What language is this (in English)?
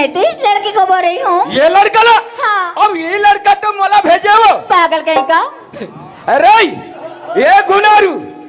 Chhattisgarhi